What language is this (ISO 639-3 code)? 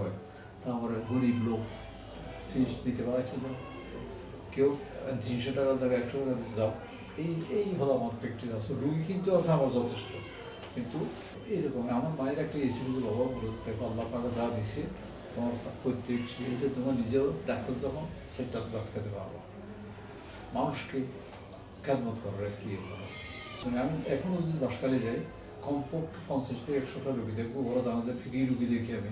ben